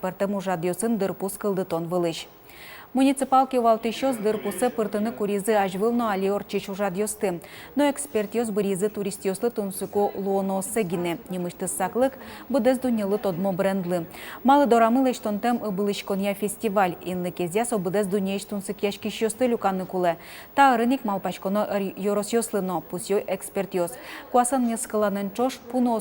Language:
Udmurt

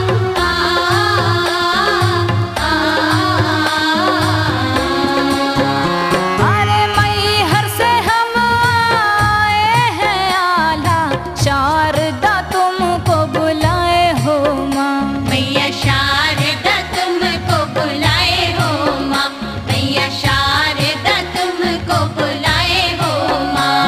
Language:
Chhattisgarhi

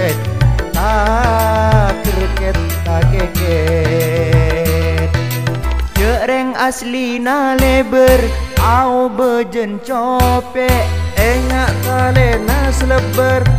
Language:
Madurese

